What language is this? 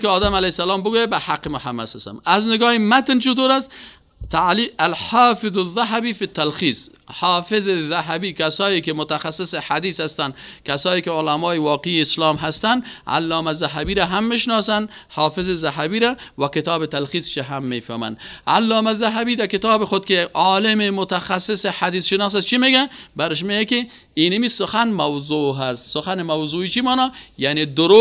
Persian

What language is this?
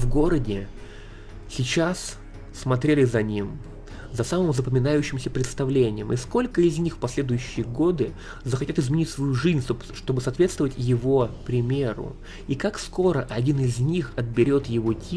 Russian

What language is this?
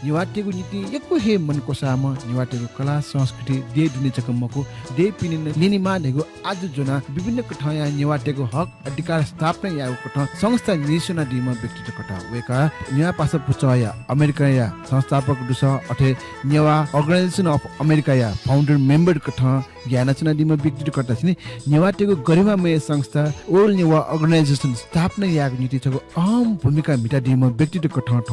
Newari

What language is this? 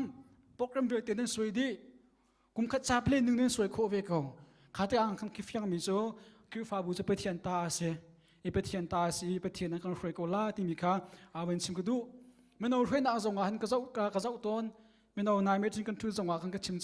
Hakha Chin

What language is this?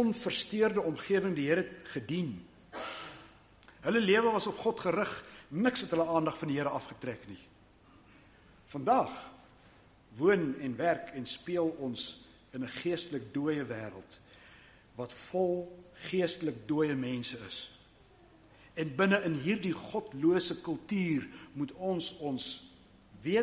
Afrikaans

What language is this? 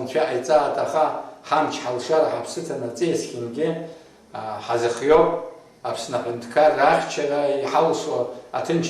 Abkhazian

